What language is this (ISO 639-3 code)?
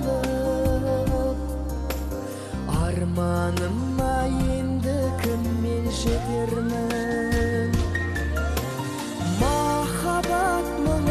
kaz